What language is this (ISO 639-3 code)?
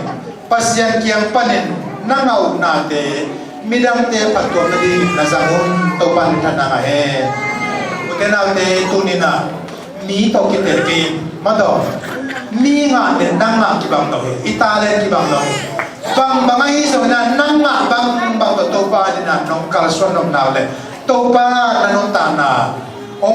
ctd